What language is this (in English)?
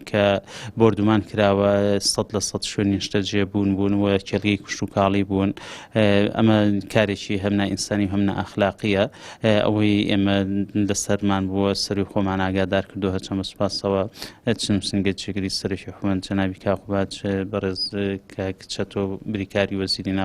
Central Kurdish